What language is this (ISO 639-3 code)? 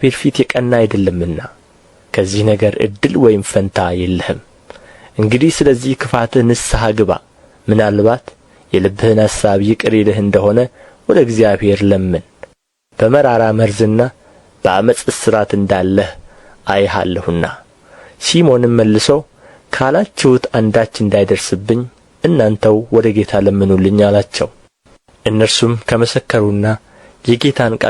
amh